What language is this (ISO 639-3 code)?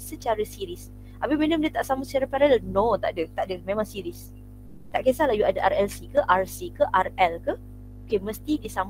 msa